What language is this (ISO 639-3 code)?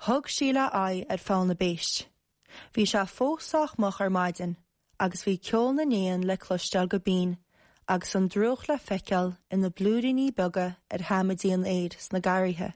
gle